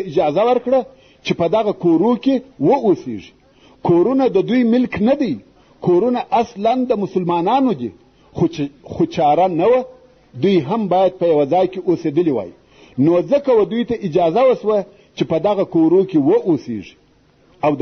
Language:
Pashto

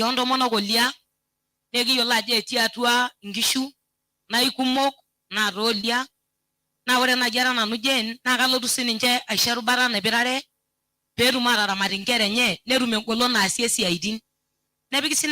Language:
Masai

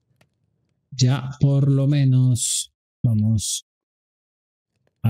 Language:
Spanish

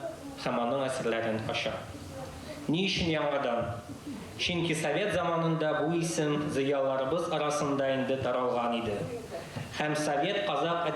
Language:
Tatar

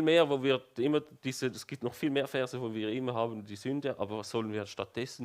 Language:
Swiss German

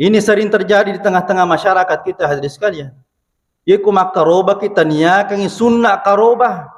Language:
Buginese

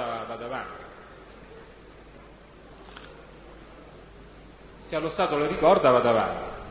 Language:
Italian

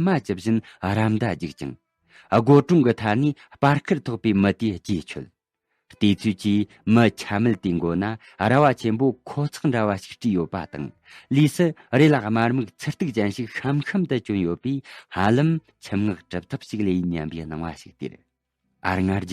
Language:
Tibetan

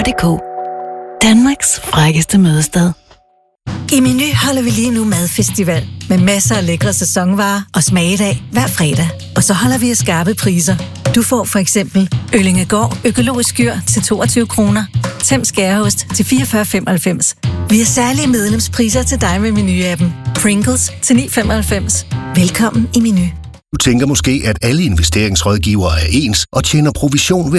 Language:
Danish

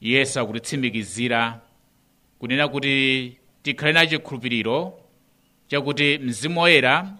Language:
Nyanja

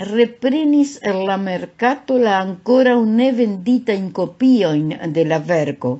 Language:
Esperanto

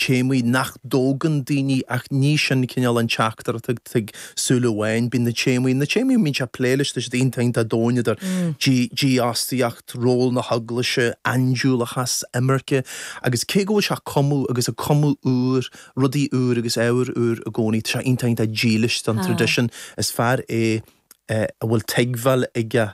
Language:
Irish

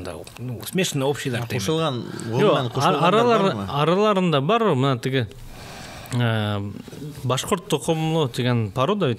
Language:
Bashkir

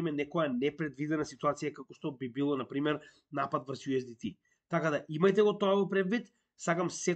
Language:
Macedonian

